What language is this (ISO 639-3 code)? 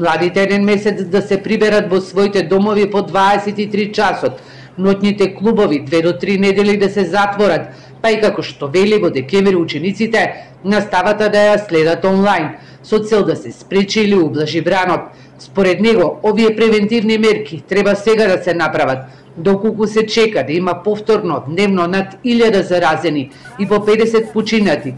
mkd